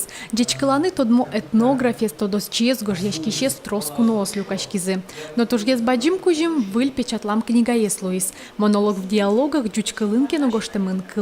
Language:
Udmurt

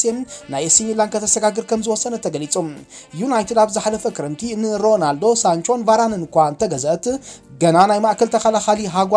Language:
Tigrinya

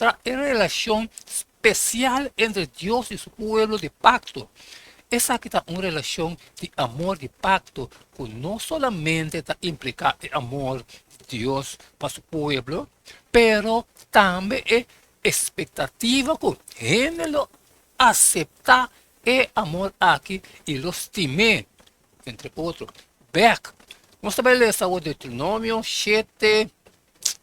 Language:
Papiamento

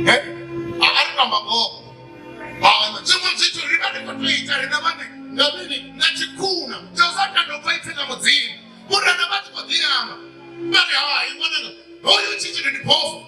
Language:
Venda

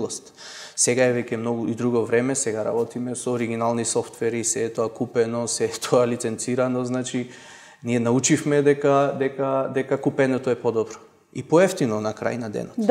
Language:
Macedonian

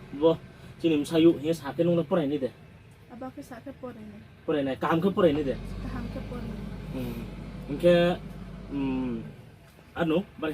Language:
Riang (India)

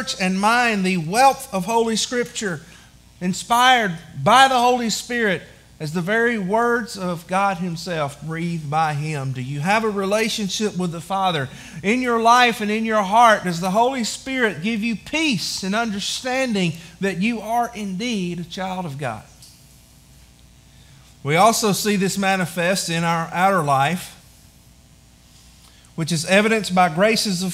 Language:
English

